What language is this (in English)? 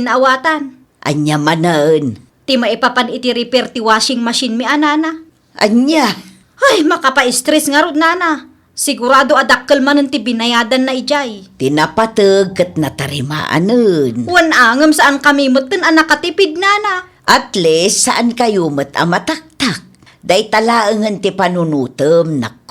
Iloko